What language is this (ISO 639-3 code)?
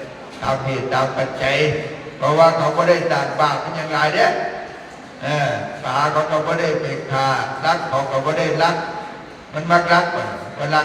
tts